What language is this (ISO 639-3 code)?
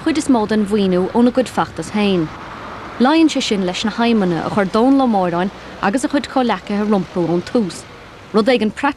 gle